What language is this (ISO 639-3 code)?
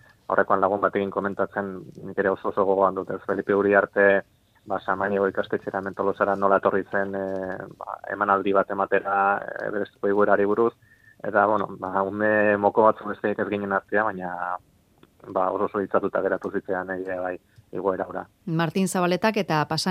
eus